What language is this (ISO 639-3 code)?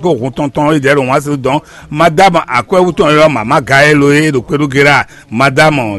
fon